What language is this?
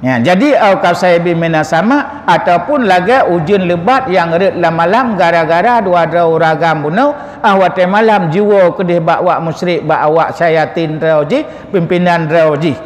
Achinese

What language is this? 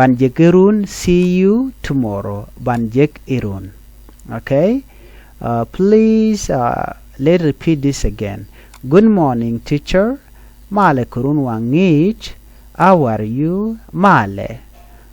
Nuer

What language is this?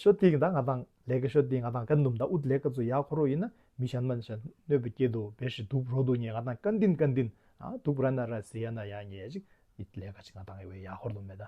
Tibetan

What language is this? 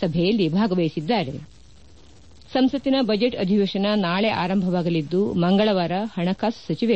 Kannada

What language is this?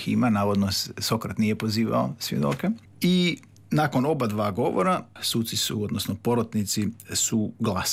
Croatian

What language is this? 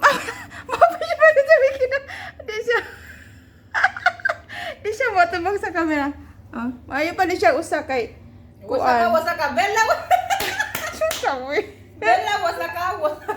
Cebuano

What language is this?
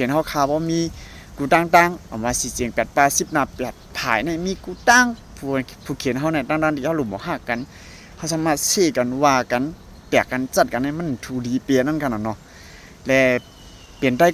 Shan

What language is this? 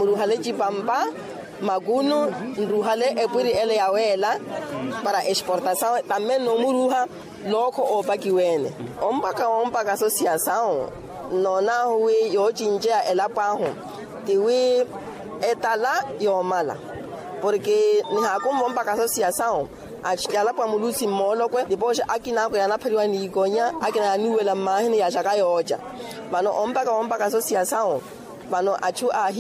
Makhuwa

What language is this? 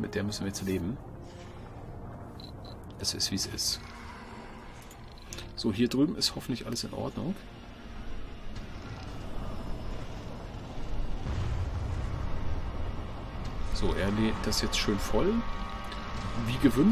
German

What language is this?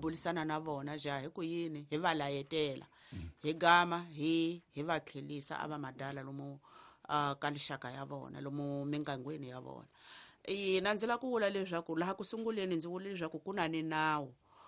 Tsonga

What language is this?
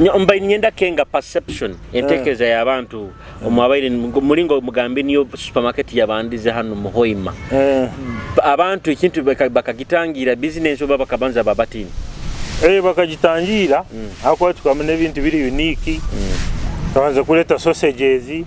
Nyoro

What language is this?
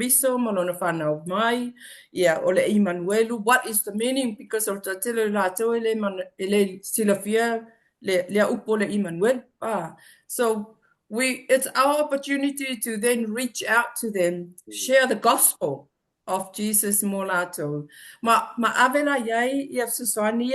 Samoan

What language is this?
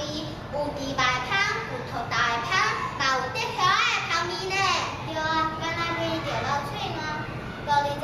Min Nan Chinese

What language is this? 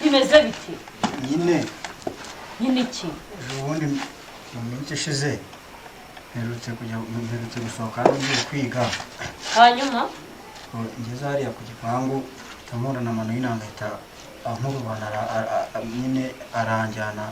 Kinyarwanda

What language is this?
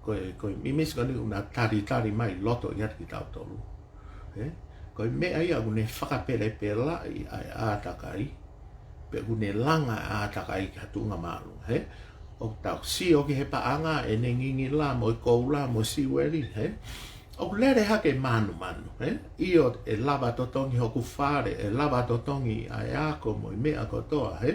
Tongan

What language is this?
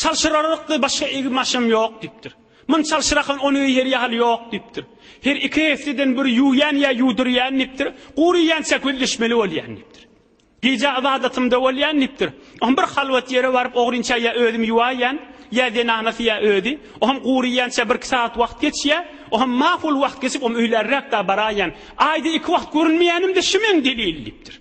Turkmen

